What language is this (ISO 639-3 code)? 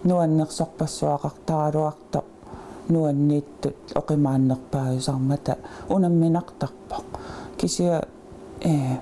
kal